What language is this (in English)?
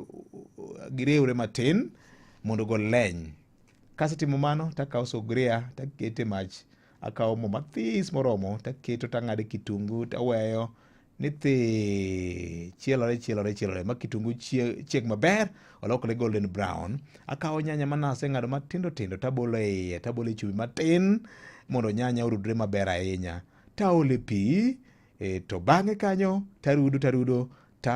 Luo (Kenya and Tanzania)